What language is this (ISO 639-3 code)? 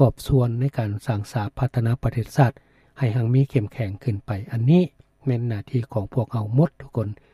lao